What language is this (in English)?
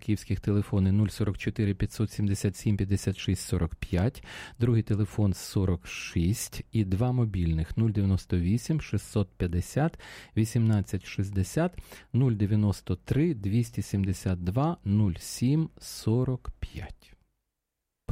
Ukrainian